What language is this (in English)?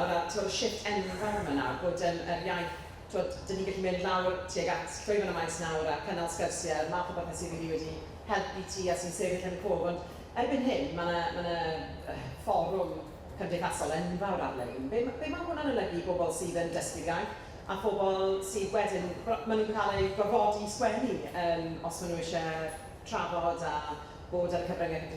Welsh